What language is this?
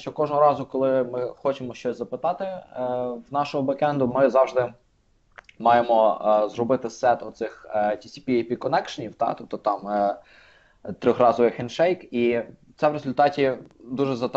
Ukrainian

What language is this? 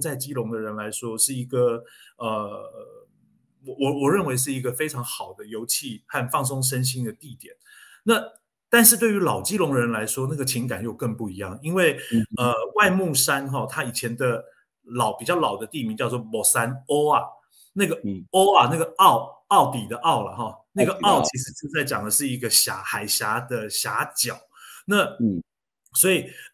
Chinese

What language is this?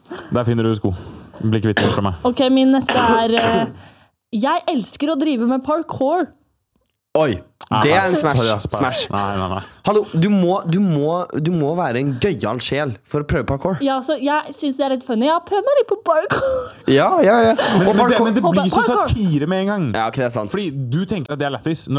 Norwegian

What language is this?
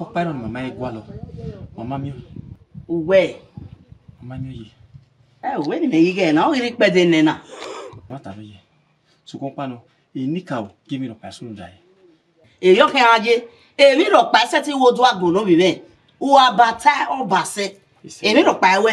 Bini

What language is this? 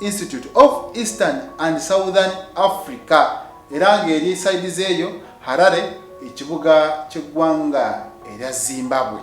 Ganda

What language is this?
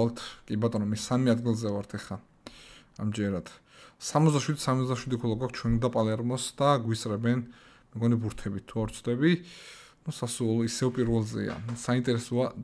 Georgian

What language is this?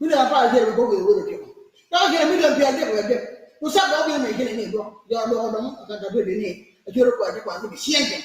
Acoli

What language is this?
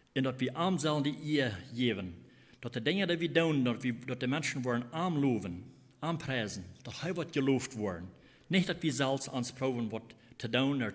Plautdietsch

